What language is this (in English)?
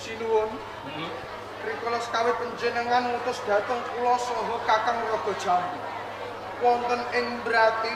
Javanese